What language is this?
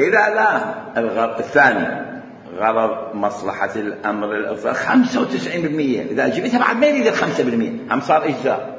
Mesopotamian Arabic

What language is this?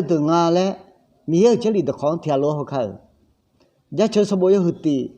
Akha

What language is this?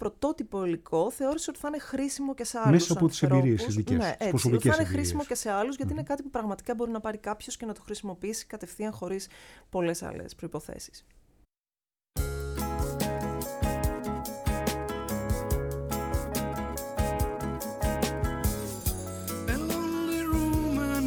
Greek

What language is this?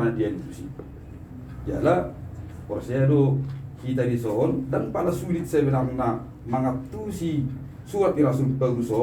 Batak Toba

